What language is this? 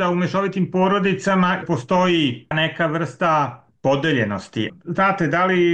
Serbian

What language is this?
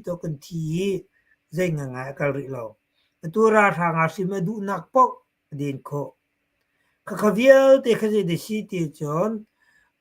Hakha Chin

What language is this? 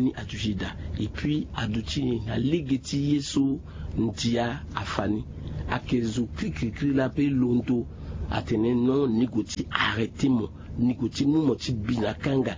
Sango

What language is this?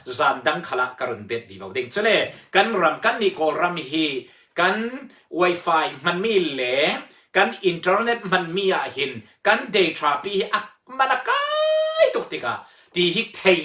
Falam Chin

